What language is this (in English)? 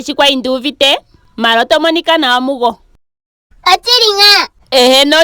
Ndonga